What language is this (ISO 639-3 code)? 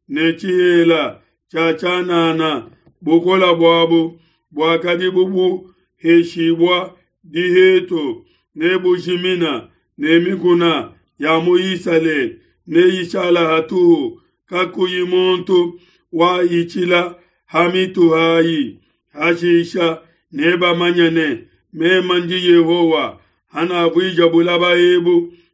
lua